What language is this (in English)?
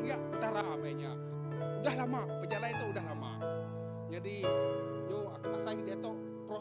Iban